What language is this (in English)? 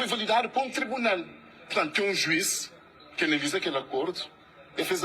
Kabuverdianu